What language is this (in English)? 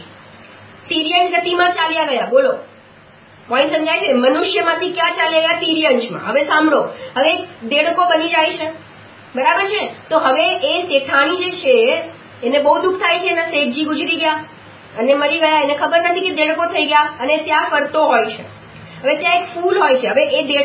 Gujarati